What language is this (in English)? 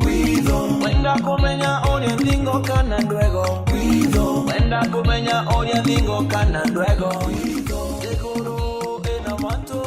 Meru